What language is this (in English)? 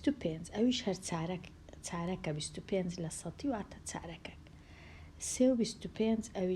Central Kurdish